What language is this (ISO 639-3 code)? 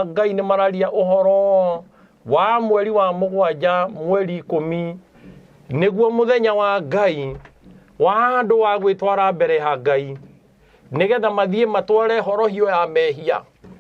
kik